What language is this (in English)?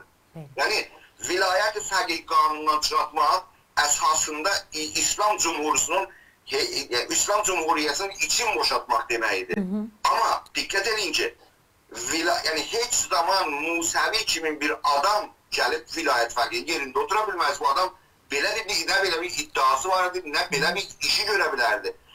South Azerbaijani